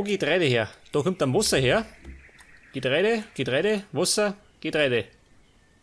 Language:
Bavarian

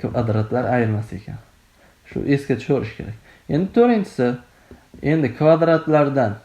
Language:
Uzbek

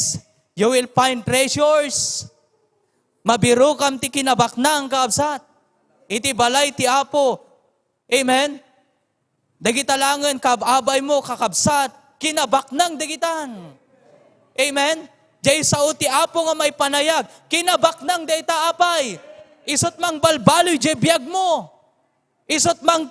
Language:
Iloko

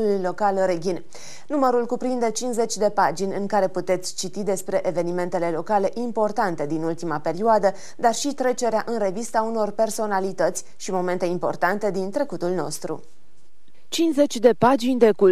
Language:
Romanian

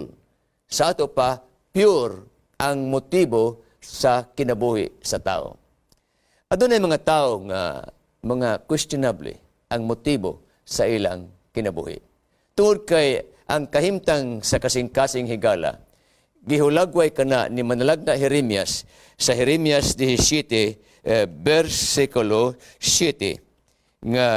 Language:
Cebuano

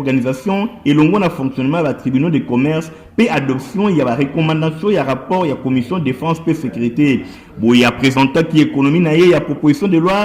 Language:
Lingala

